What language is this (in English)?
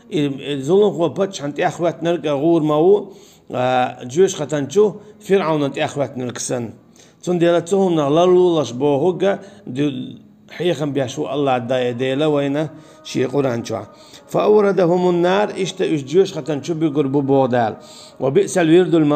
Chechen